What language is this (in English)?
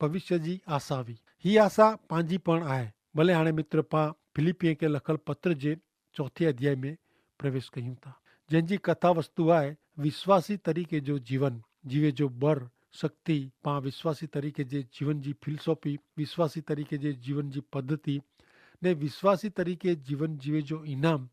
Kachhi